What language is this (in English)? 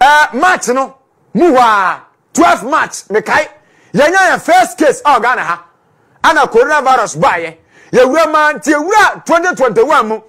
Akan